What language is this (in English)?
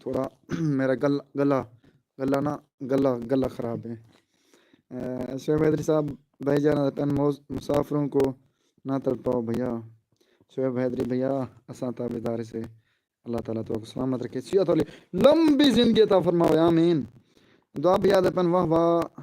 Saraiki